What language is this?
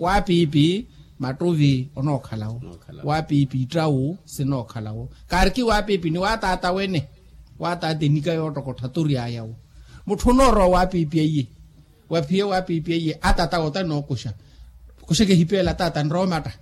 Makhuwa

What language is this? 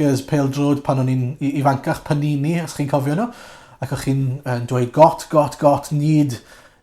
Welsh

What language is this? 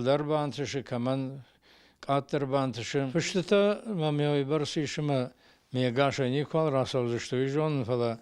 Ossetic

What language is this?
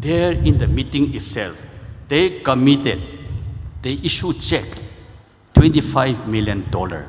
Tangkhul Naga (India)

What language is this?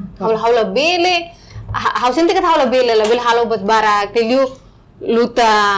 Tetum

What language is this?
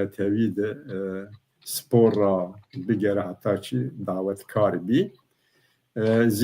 Zaza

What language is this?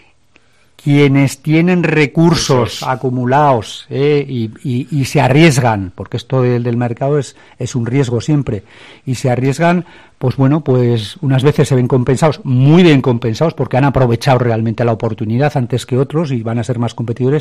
Spanish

